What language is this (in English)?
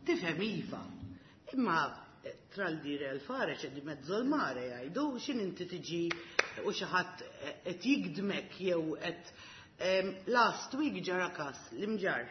Maltese